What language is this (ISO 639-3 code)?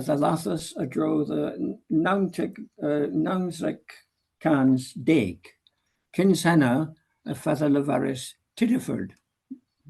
cor